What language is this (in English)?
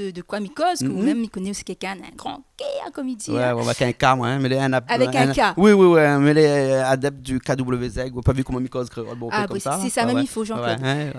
Réunion Creole French